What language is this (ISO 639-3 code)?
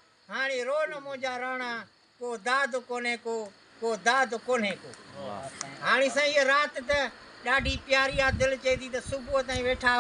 snd